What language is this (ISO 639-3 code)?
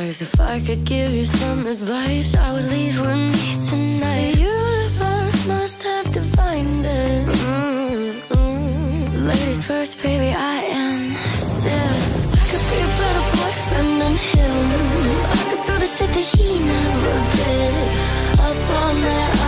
eng